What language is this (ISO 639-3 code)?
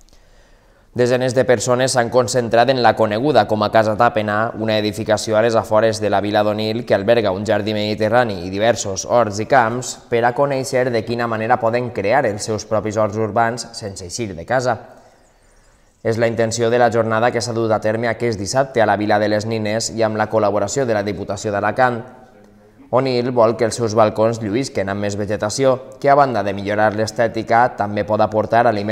cat